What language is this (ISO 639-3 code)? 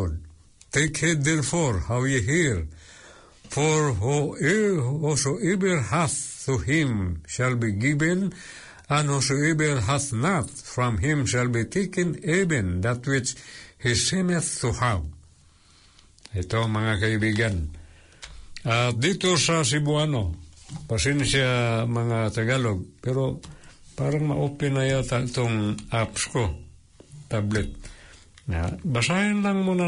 fil